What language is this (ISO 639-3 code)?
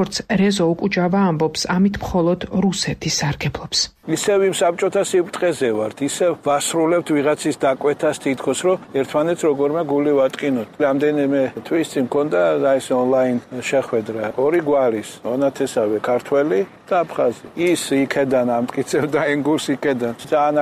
kat